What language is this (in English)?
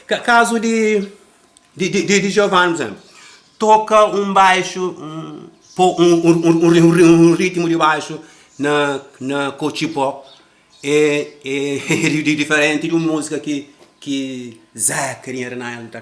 Kabuverdianu